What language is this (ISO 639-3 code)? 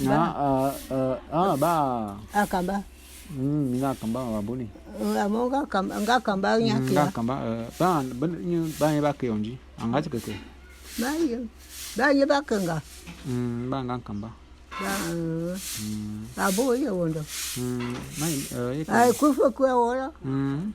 bum